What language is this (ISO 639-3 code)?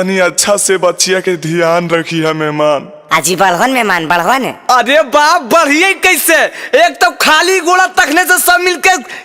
mag